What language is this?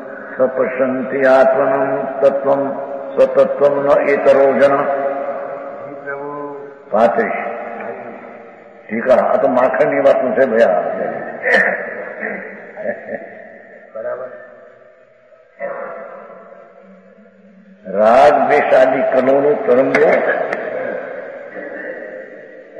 Gujarati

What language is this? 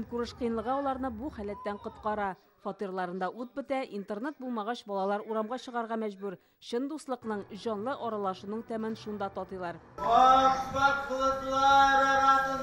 Tatar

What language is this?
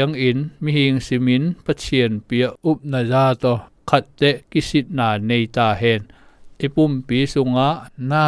Zou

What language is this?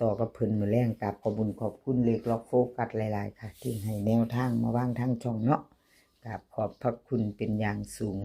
Northeastern Thai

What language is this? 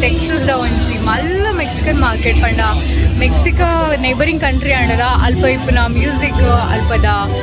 Tulu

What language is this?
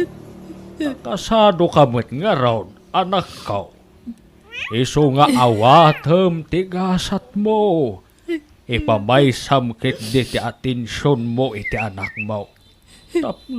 Iloko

